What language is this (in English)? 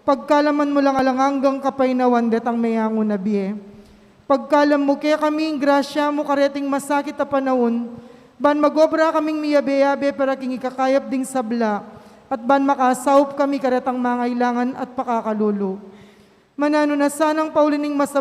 Pampanga